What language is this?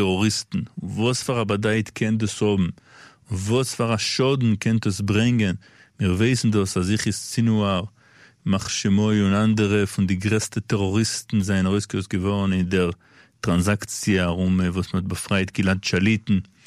Yiddish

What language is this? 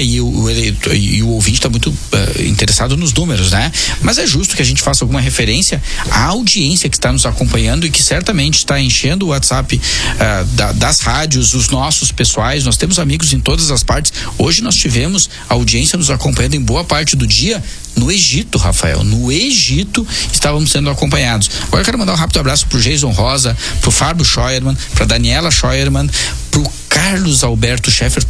Portuguese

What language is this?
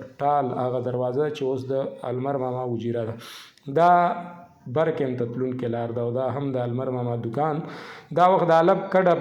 Pashto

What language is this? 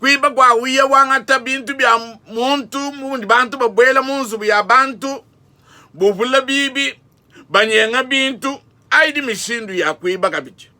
Luba-Lulua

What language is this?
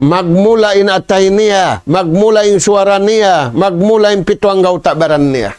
Tausug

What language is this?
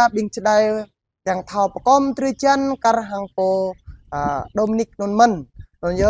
Jarai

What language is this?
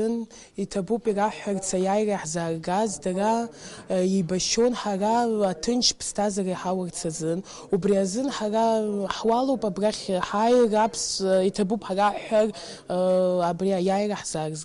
Abkhazian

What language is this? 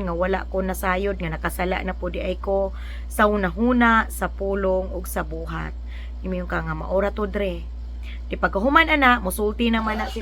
Cebuano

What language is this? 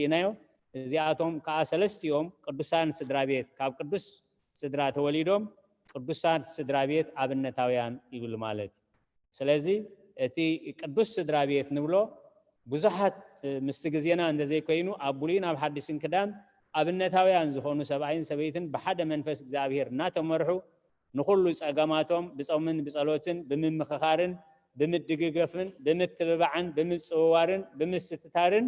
Tigrinya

